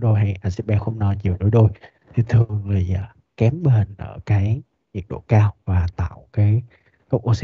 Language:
Vietnamese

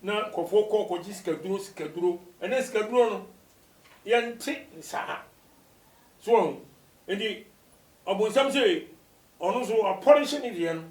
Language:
Akan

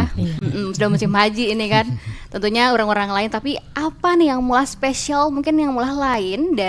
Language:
Banjar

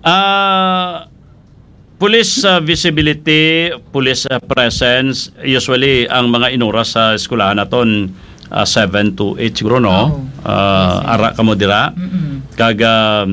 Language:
Hiligaynon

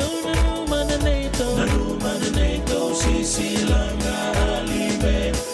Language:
Fijian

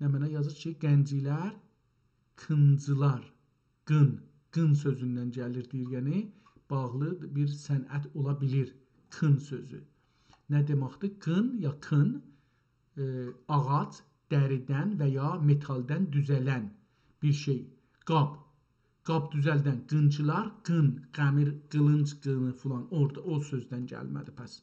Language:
South Azerbaijani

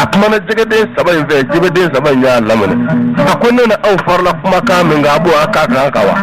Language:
Bambara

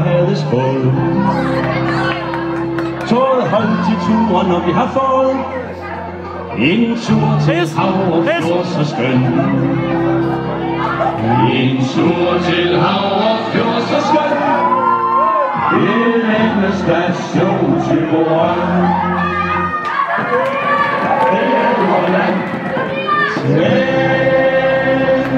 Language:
Danish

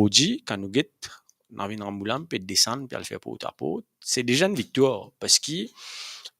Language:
Morisyen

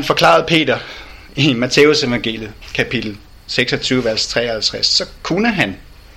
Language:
Danish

